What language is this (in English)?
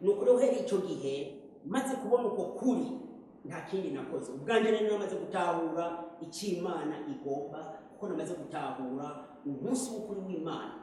Rundi